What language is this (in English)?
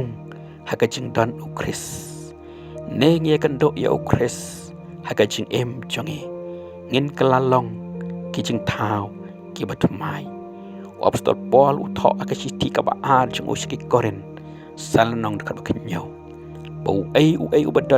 Khasi